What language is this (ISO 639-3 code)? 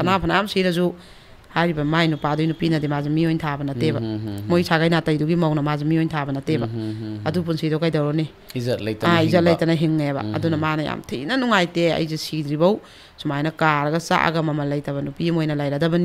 mni